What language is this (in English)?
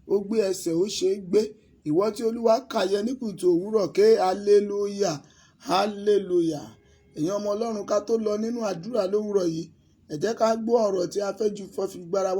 Yoruba